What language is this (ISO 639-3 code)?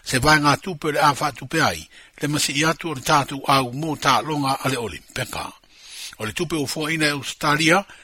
smo